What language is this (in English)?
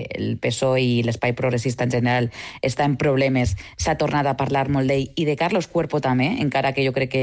Catalan